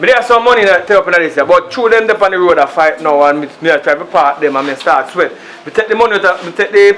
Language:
Jamaican Creole English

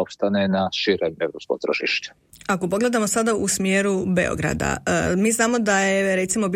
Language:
Croatian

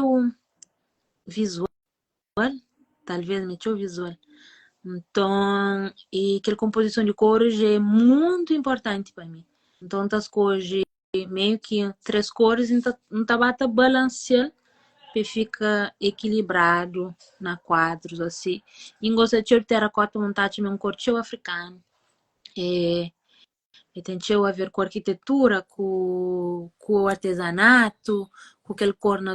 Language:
Kabuverdianu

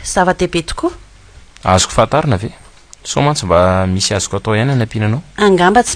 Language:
Malagasy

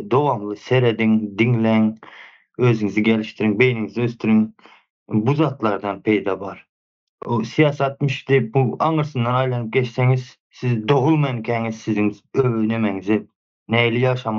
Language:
Turkmen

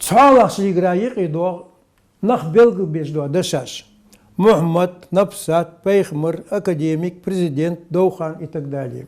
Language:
Ingush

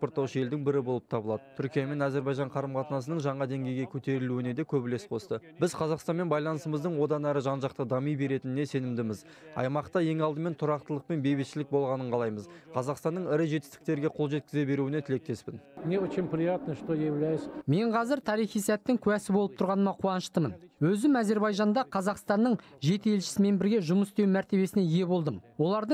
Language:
Kazakh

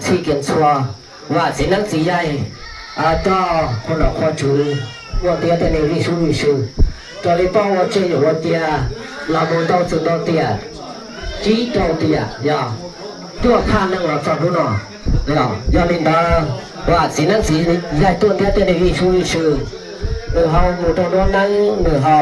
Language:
Hmong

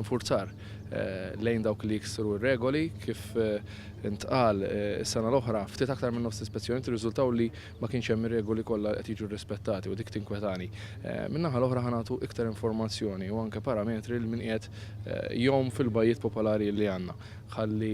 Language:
Maltese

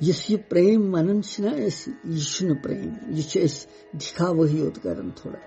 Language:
Kashmiri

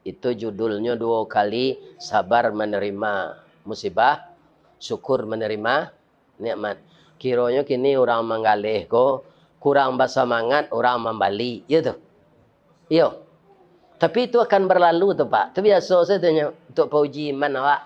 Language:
Minangkabau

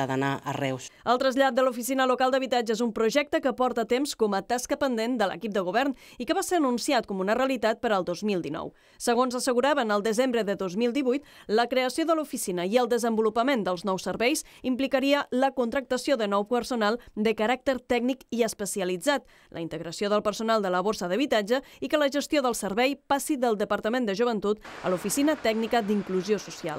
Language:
Catalan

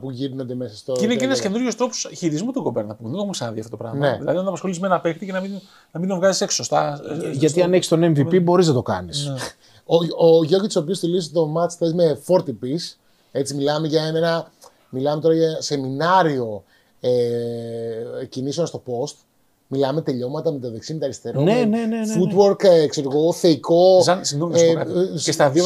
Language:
Greek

